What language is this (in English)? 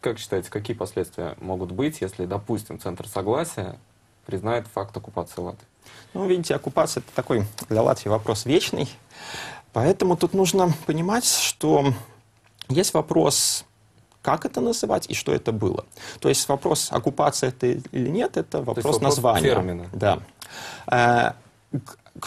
Russian